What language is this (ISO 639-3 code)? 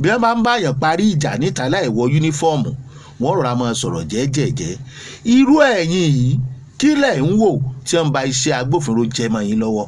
yor